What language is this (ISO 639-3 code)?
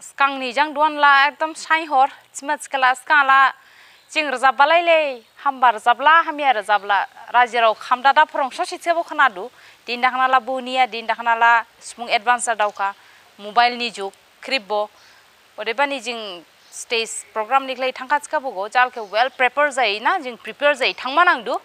dis